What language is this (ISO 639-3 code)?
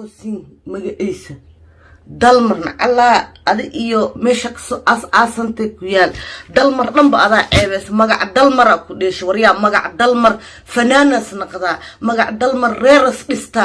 som